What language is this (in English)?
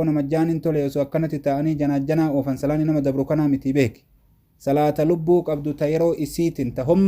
Oromo